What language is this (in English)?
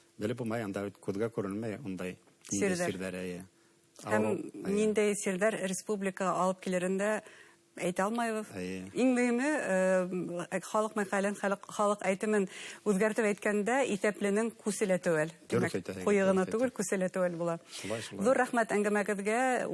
Bashkir